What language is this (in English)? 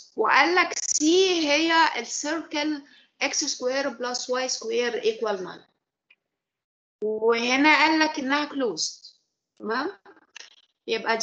Egyptian Arabic